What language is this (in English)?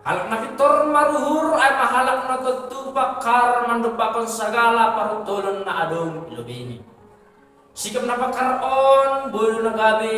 Batak Simalungun